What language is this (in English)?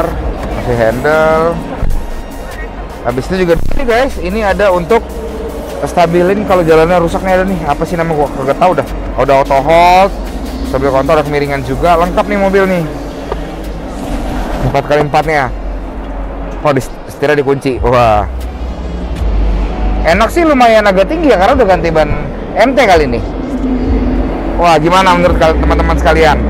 Indonesian